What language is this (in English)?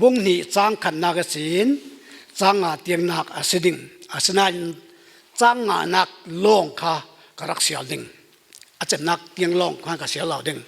Falam Chin